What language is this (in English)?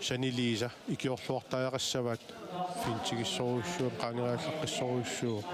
Kalaallisut